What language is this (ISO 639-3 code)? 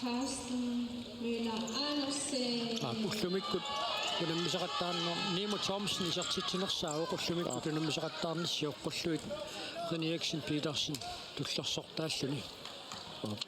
kal